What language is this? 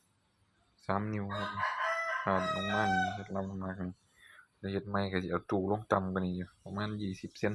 Northeastern Thai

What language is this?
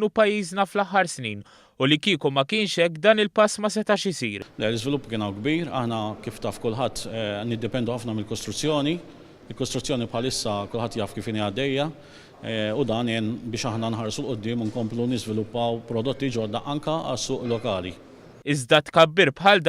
Maltese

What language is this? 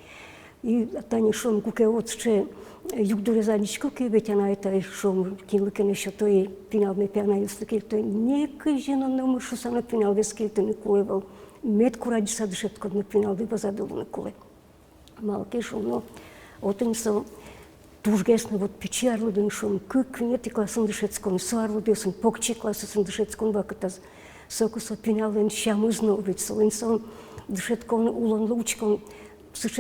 Udmurt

